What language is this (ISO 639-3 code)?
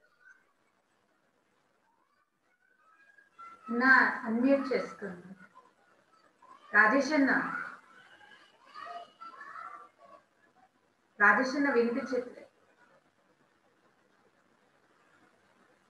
tel